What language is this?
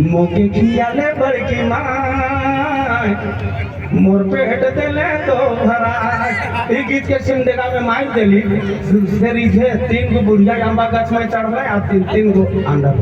Sadri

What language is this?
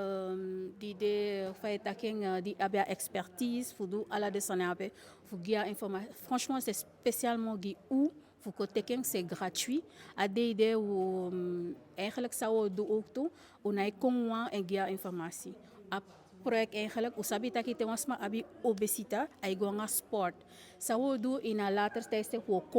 Eastern Maroon Creole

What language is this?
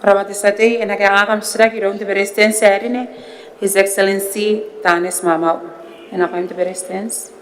Gilbertese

